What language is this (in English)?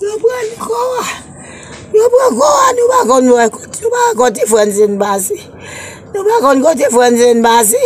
Haitian Creole